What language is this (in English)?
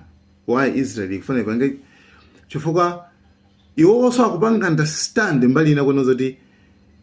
Nyanja